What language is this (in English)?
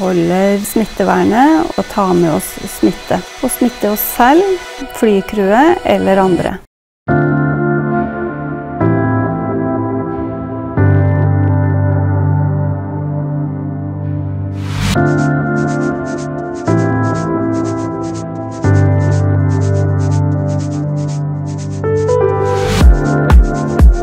Norwegian